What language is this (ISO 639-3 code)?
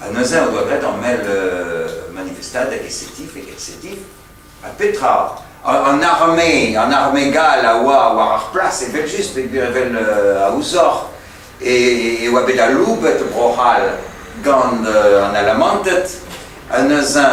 bre